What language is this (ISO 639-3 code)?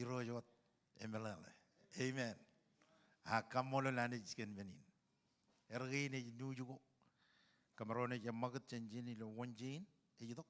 mah